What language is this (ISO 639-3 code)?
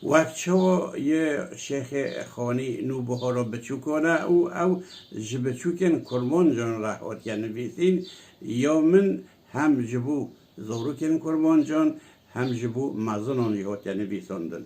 kur